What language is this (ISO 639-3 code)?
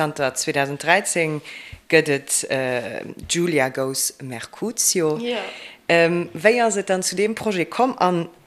ltz